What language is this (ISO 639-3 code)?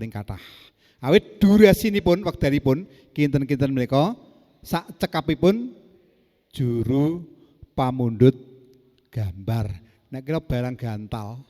jav